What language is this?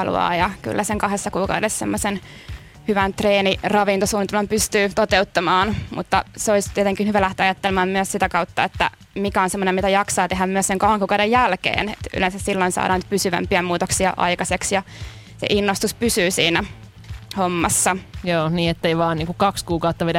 Finnish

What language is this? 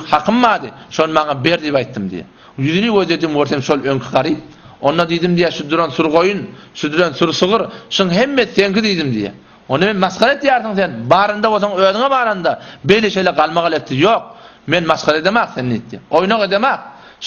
Turkmen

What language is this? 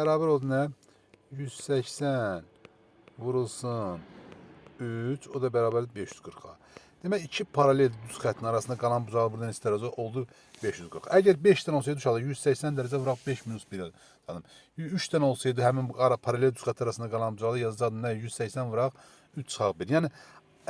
Azerbaijani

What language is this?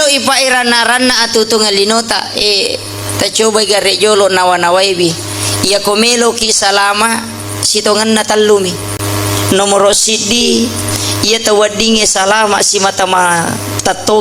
Buginese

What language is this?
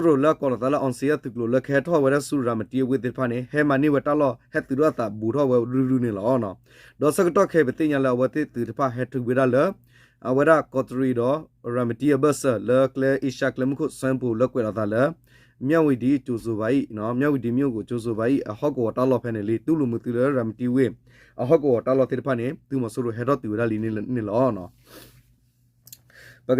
S'gaw Karen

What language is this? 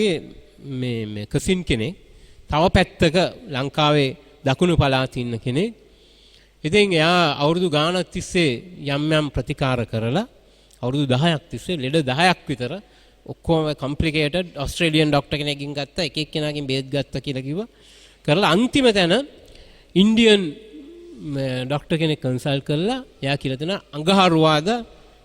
Sinhala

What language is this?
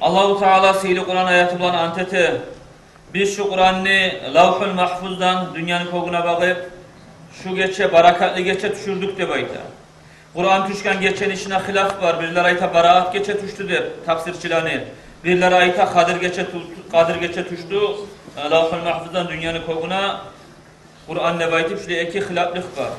Kumyk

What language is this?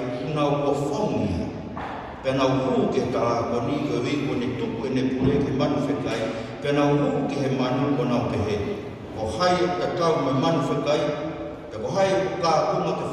Tongan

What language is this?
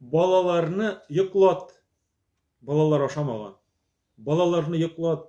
Tatar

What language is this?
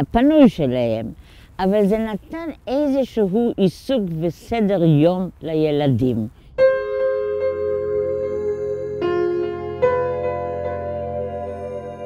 Hebrew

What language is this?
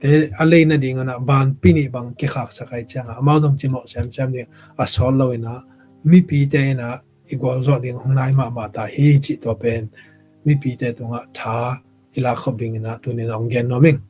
Tedim Chin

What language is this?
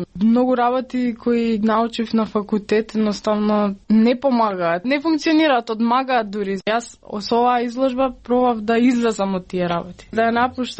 Macedonian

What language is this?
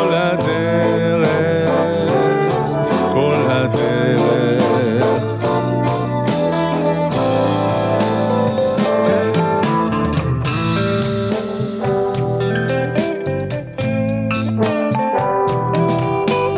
Hebrew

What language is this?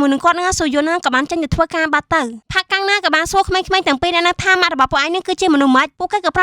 Khmer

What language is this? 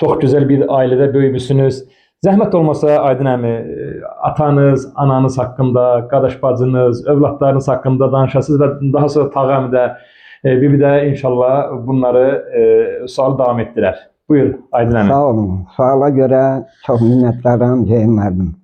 Azerbaijani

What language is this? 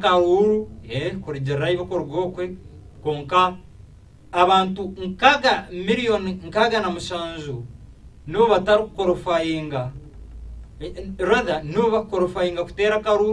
Nyankole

